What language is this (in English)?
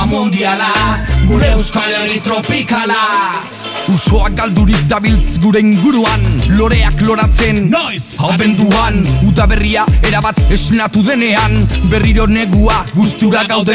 Basque